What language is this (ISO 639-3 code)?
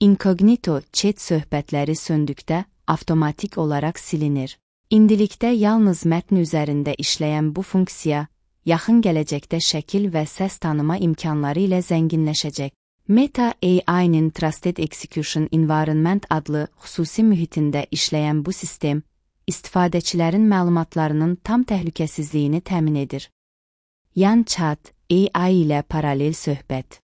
aze